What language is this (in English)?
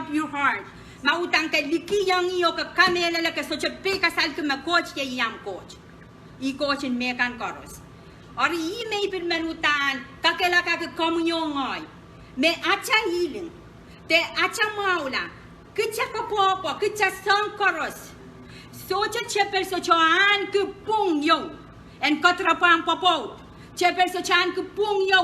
Pohnpeian